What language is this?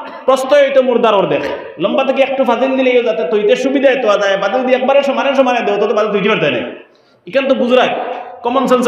Sylheti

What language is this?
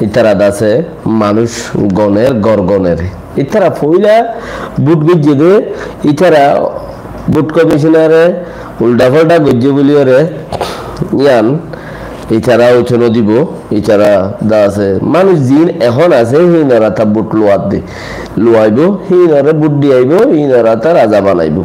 Rohingya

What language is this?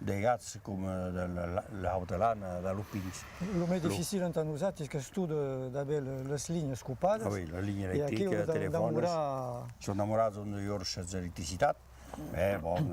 Occitan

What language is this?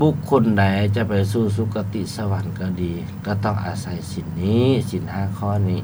Lao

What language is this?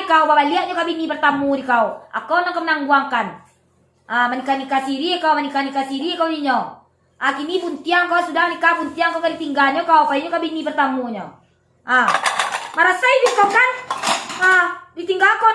Minangkabau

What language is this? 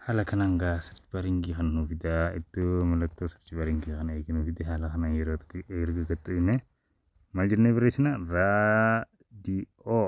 Oromo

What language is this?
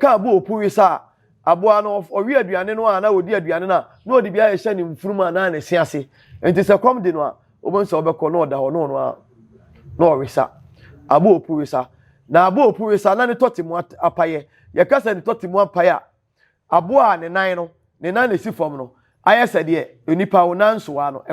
Akan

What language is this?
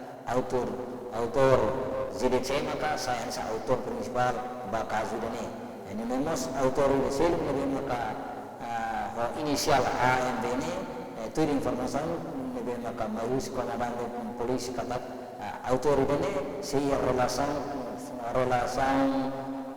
Tetum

